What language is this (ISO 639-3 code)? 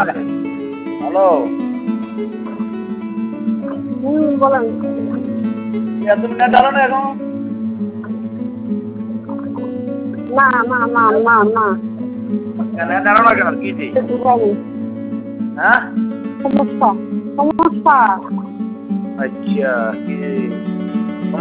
ben